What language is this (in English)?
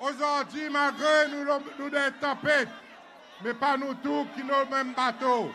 Seselwa Creole French